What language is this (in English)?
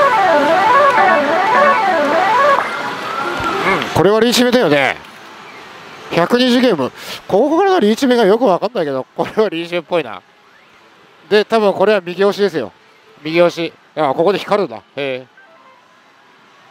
Japanese